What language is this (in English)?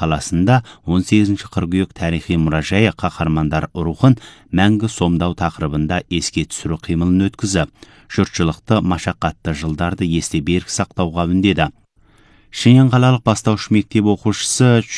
Kazakh